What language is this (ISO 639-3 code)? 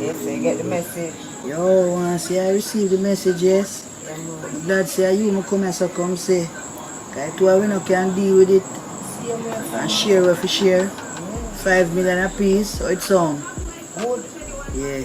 jam